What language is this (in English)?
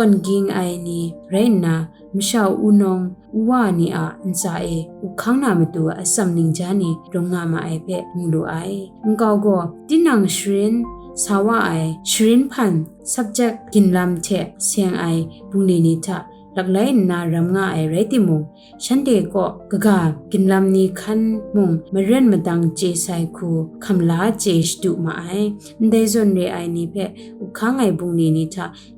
Kachin